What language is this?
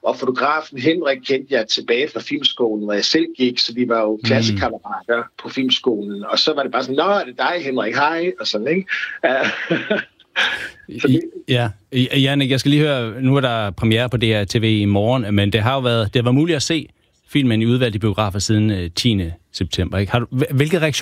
Danish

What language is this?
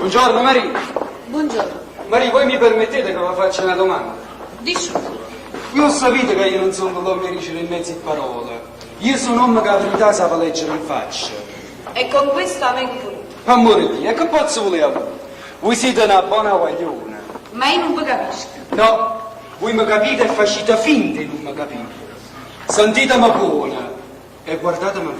Neapolitan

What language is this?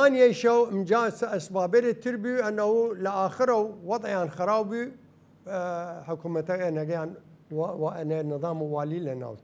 Southern Kurdish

